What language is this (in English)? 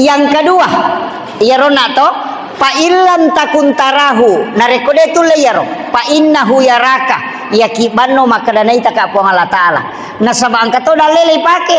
Buginese